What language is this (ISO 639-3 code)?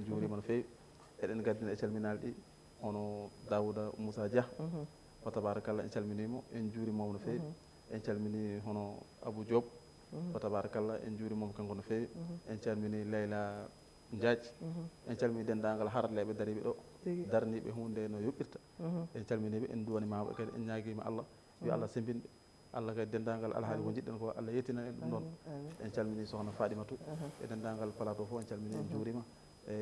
ful